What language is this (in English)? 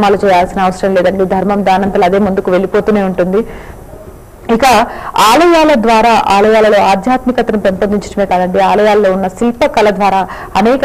Telugu